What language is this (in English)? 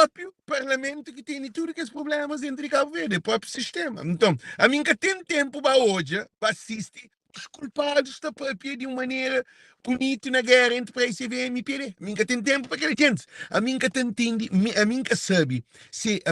Kabuverdianu